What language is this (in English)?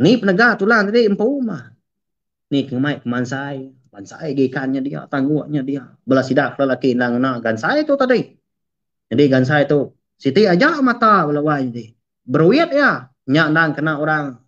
Iban